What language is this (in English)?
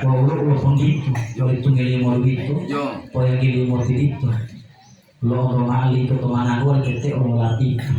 Gorontalo